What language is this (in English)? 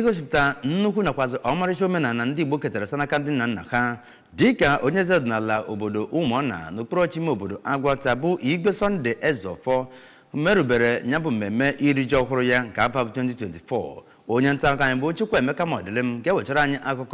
Igbo